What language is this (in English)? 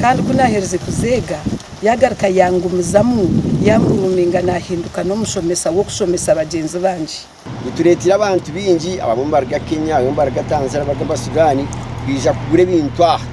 Nyankole